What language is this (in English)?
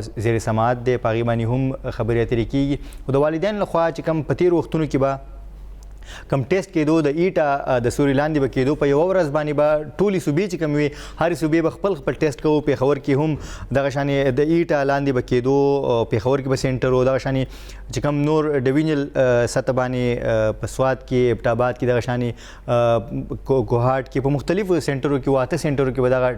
Pashto